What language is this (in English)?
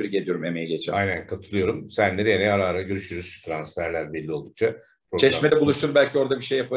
Turkish